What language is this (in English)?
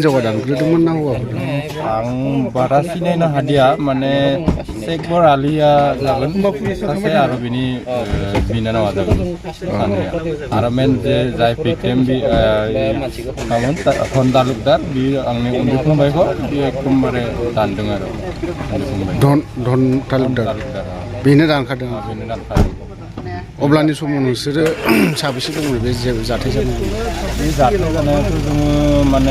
Bodo